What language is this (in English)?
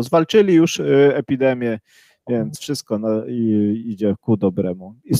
Polish